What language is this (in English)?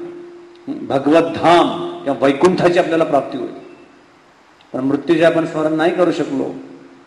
Marathi